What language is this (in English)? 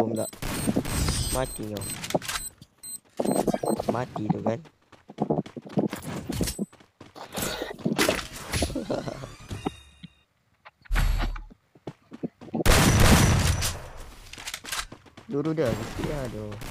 Malay